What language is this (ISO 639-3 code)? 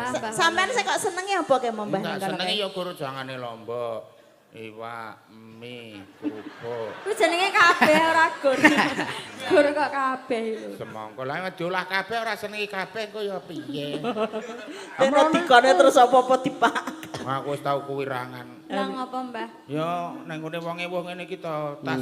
jav